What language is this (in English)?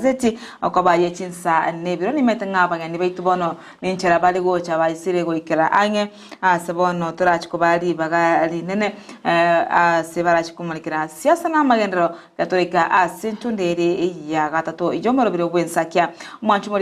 Gusii